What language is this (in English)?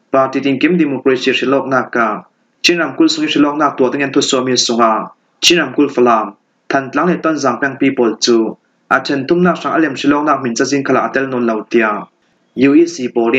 Falam Chin